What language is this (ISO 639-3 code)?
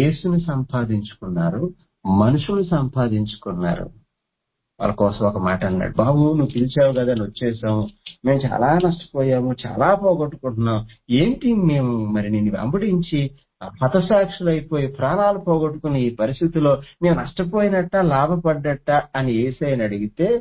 tel